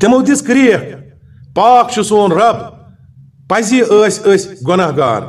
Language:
Kashmiri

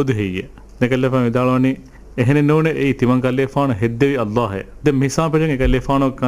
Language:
Divehi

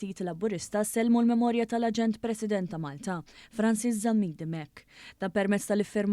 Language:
Maltese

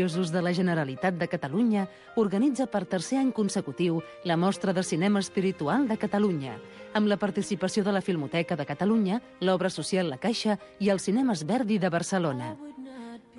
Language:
Catalan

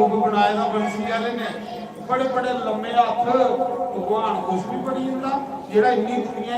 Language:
Dogri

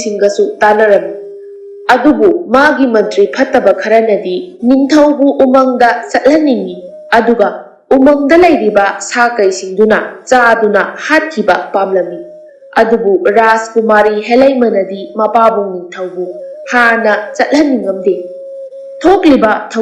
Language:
Manipuri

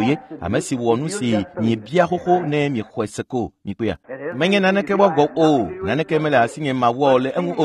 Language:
Ewe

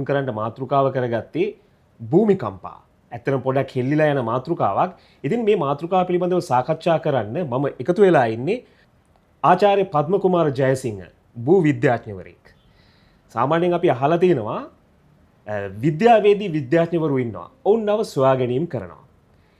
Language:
Sinhala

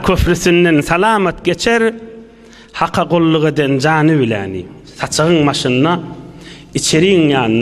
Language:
Turkmen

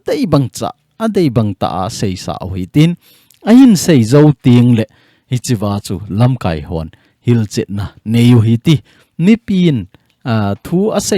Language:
Thado Chin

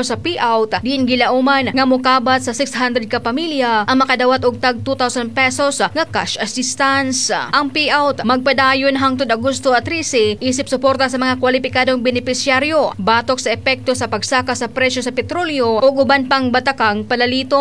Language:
Cebuano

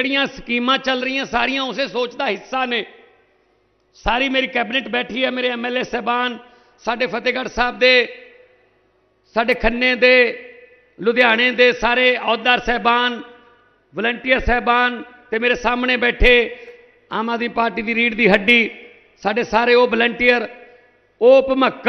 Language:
Punjabi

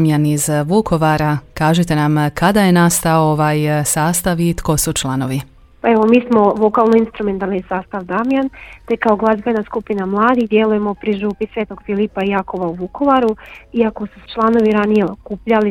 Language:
Croatian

